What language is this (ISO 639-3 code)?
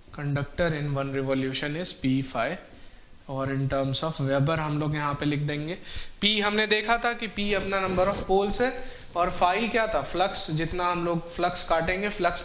hin